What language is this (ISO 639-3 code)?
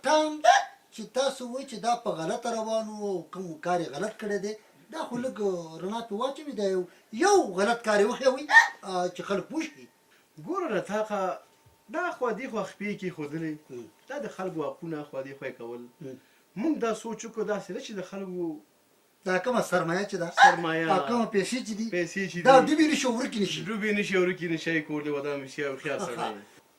pus